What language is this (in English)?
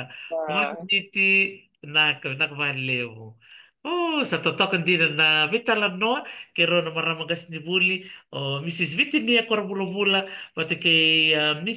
Fijian